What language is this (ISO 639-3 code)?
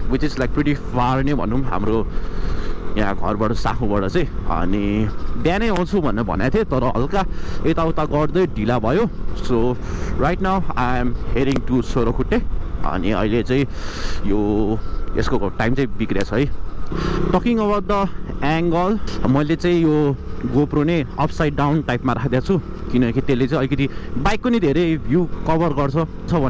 nep